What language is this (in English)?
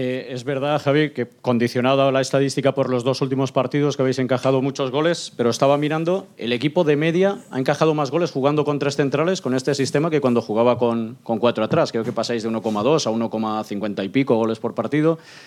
Spanish